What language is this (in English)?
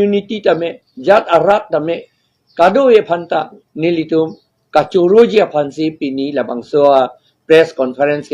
Karbi